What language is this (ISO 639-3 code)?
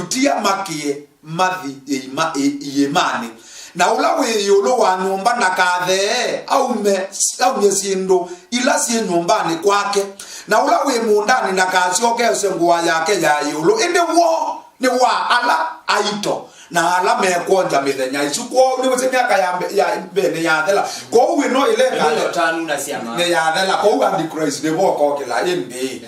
kam